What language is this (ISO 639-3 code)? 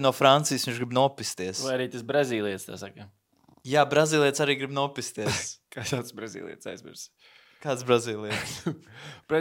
lav